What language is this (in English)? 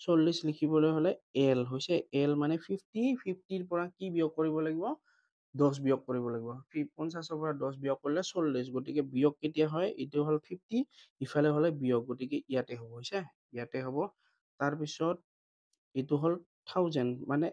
Assamese